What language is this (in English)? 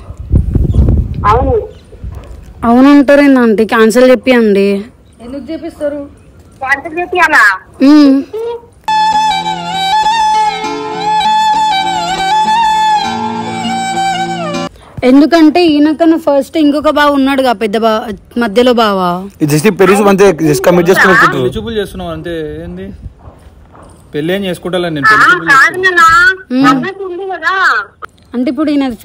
Telugu